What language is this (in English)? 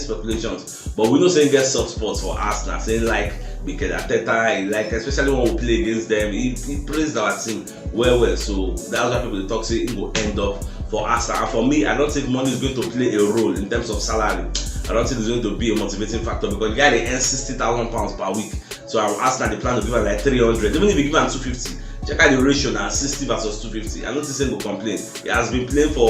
Nigerian Pidgin